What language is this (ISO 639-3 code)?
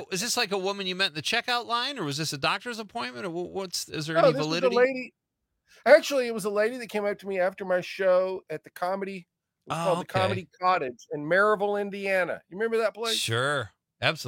eng